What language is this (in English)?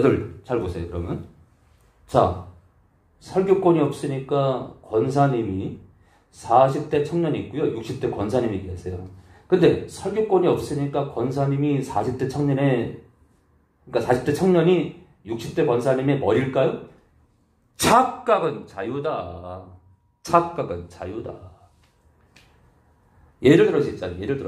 Korean